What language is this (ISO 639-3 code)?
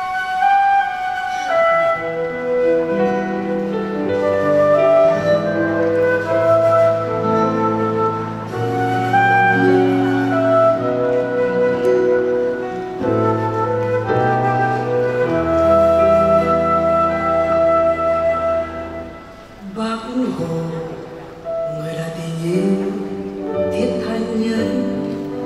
vie